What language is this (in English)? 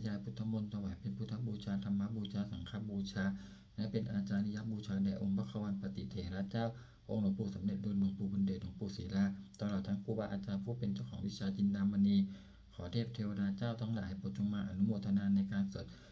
Pali